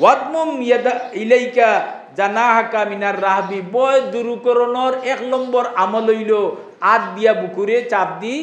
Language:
Sylheti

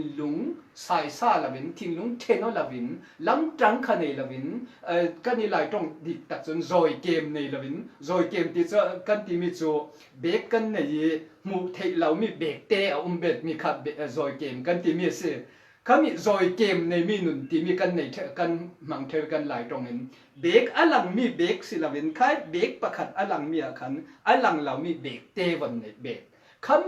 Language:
Falam Chin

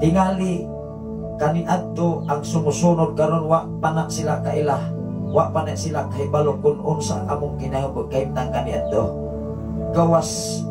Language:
Cebuano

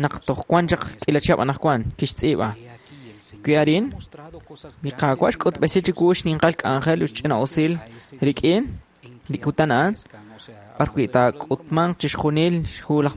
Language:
Kekchí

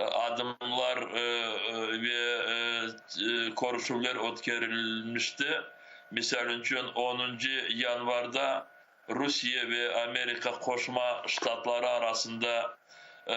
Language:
Crimean Tatar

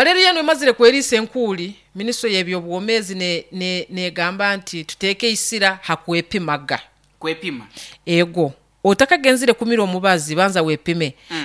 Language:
Nyoro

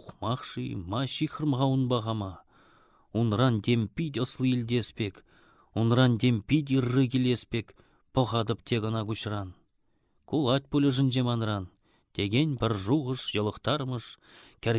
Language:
Chuvash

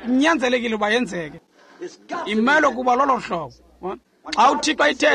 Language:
Xhosa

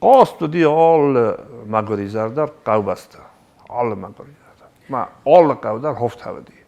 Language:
Ossetic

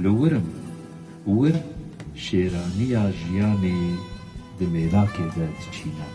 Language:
Kurdish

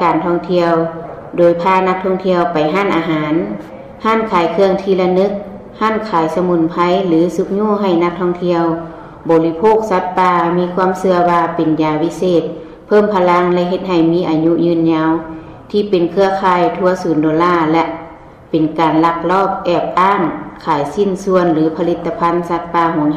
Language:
Lao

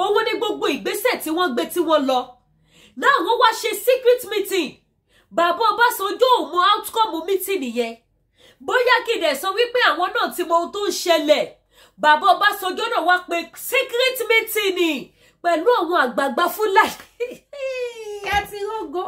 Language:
Yoruba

